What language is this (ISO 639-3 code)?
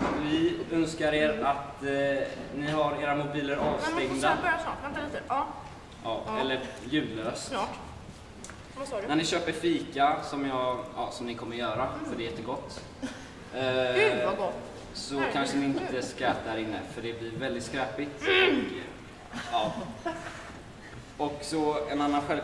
swe